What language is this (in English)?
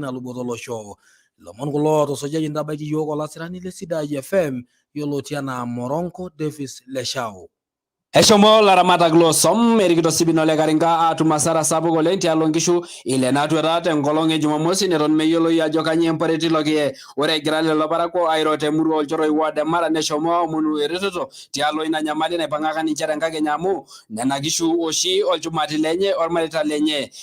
Masai